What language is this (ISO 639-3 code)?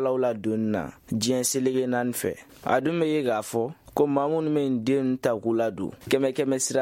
bam